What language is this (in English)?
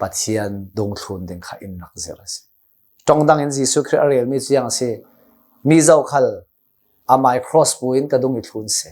Hakha Chin